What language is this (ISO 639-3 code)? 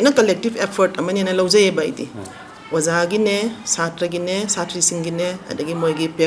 mni